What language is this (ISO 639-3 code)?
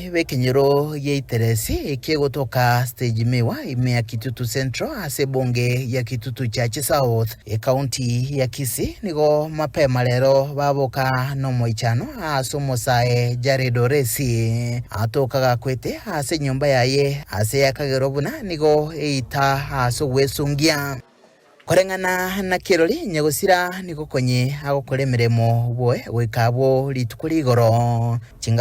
guz